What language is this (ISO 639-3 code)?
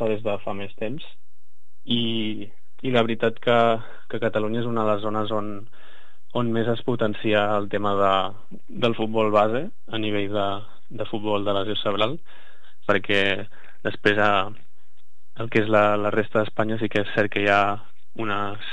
cat